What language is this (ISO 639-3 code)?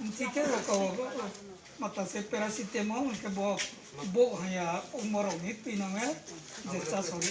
ria